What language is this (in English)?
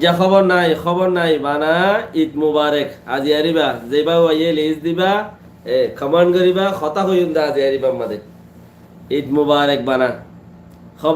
Rohingya